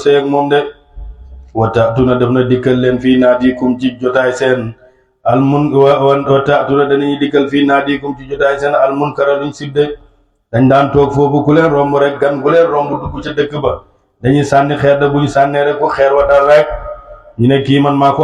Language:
Wolof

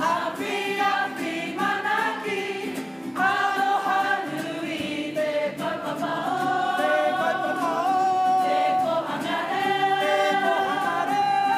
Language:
Māori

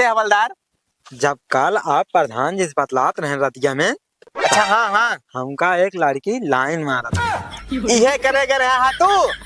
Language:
Awadhi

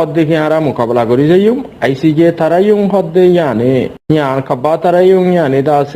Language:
Rohingya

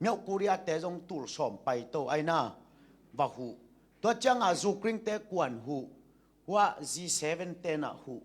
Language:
Tedim Chin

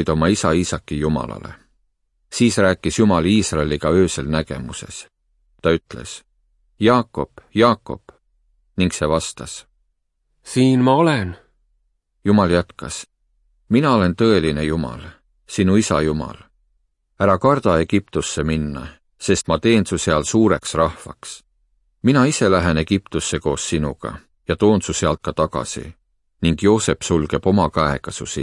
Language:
Estonian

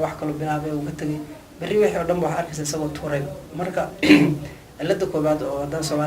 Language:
Somali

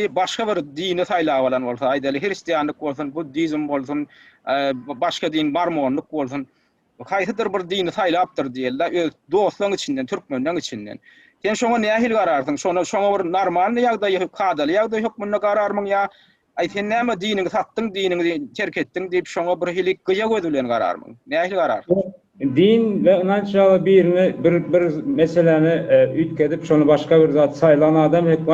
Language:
Turkmen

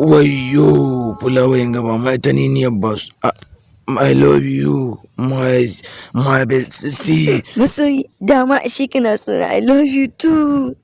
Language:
Hausa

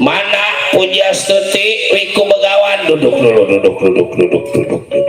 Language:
Betawi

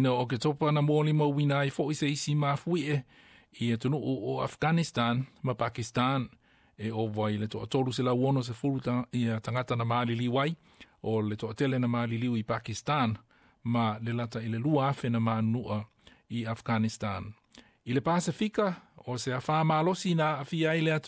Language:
Samoan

